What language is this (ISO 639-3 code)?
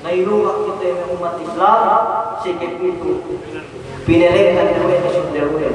yka